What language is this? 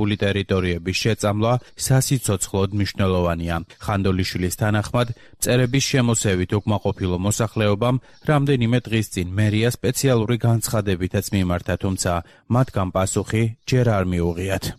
Georgian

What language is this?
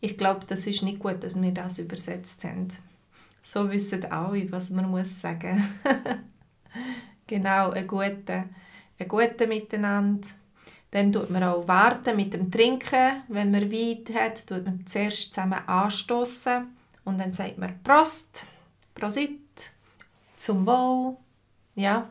Swiss German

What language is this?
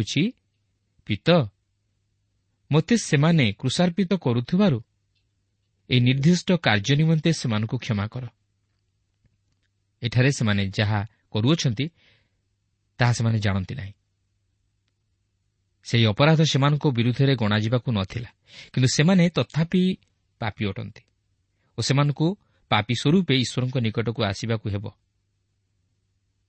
Odia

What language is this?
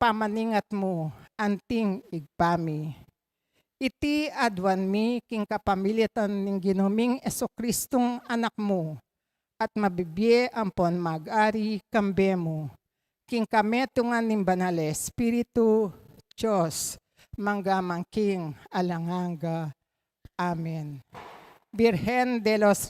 Pampanga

